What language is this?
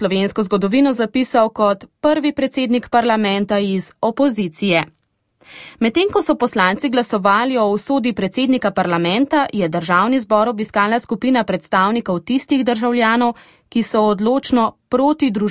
Slovenian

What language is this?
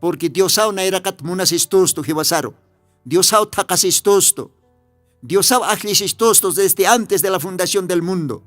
Aymara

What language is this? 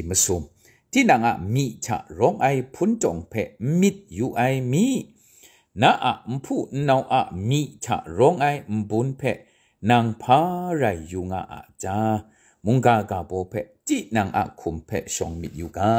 Kachin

